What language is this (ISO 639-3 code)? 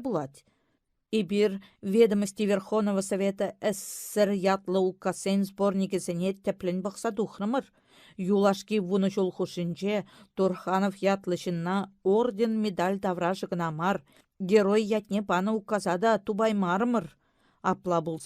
chv